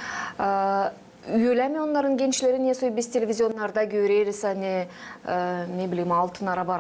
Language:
Gagauz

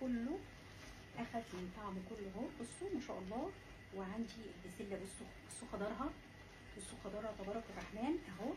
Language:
Egyptian Arabic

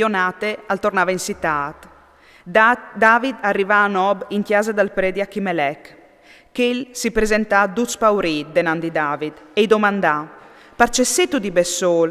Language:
Friulian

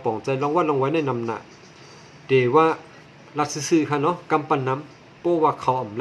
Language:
Shan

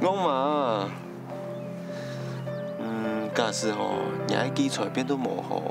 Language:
Hakka Chinese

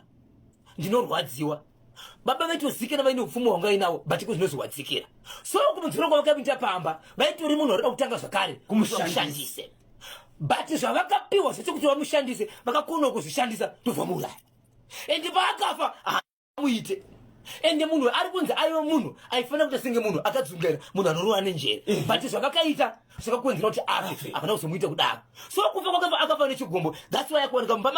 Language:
Shona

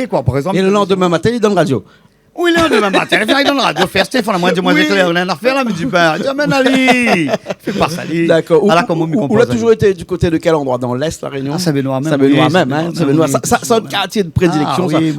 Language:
Réunion Creole French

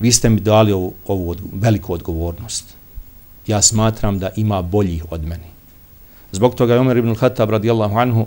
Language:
Bosnian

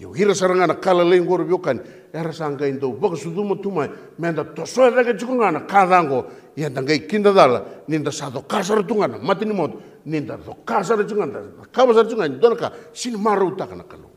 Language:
Fijian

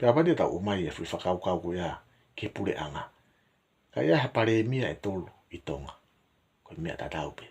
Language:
Tongan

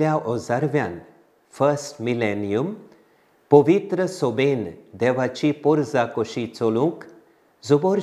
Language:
Konkani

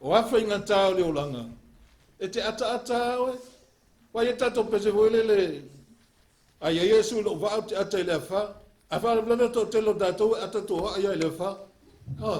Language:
Samoan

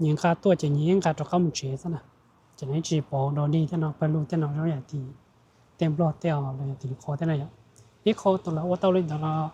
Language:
Hmong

